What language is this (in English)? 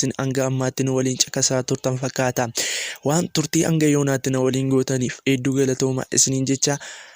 Oromo